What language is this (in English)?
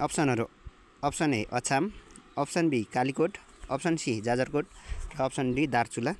Nepali